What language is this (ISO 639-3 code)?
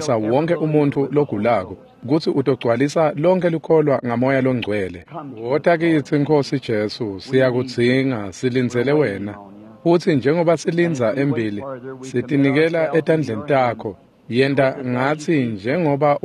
ssw